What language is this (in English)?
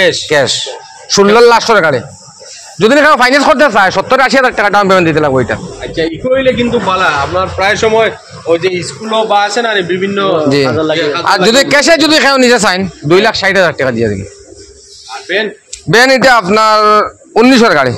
Sylheti